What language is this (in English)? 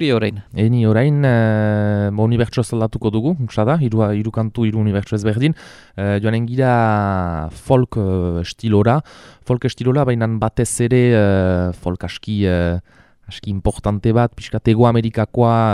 Basque